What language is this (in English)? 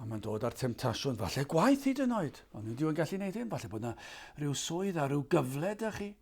Welsh